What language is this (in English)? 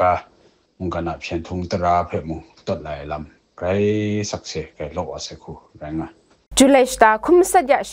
Kachin